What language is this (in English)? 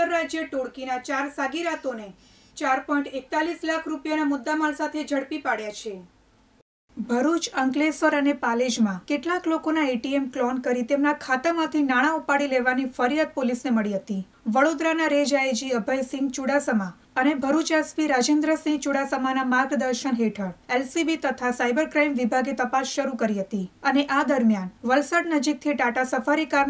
Gujarati